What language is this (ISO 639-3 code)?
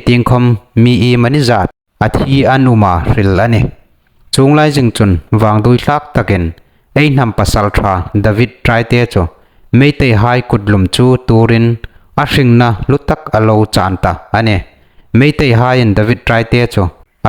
hmr